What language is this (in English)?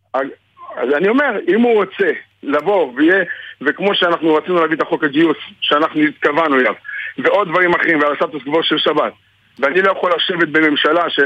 Hebrew